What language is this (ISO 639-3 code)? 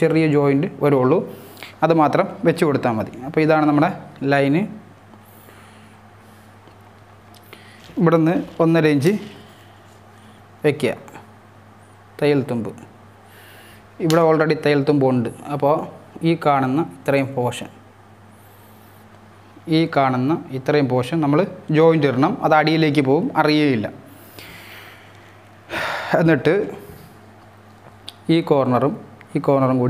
mal